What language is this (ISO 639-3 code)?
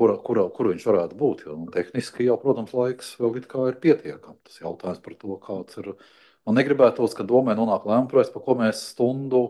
lav